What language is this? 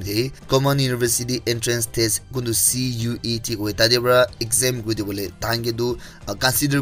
Naga Pidgin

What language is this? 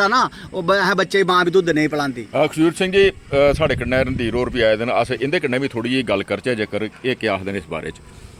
Dogri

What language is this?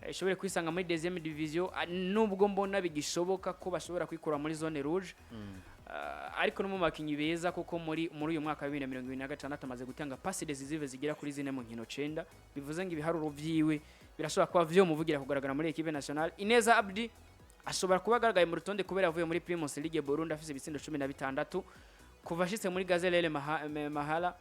Rundi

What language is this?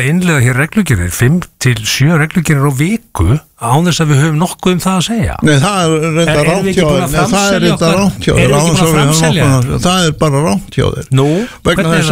Icelandic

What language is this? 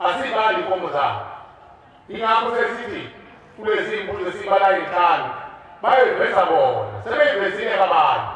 Zulu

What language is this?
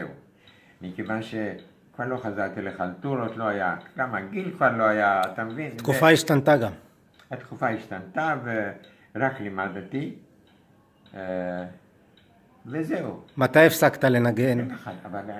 Hebrew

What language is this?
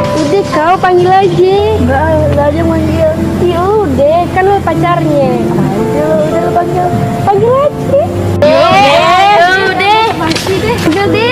Betawi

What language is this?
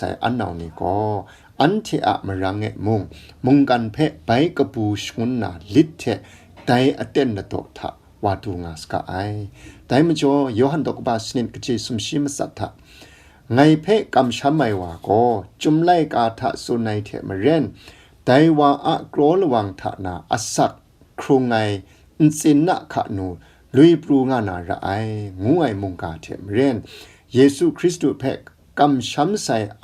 Kachin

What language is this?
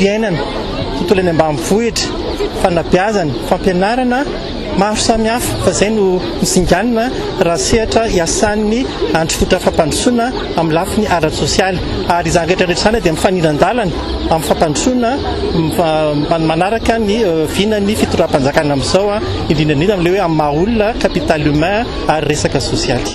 Malagasy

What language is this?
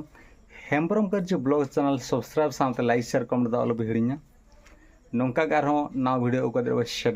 Santali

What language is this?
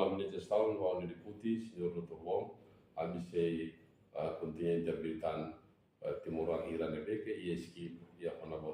Tetum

